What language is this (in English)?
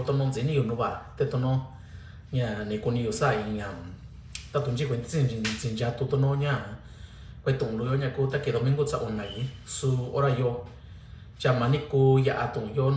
Mixtepec Mixtec